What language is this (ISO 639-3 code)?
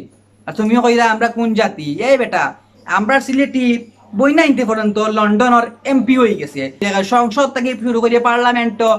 syl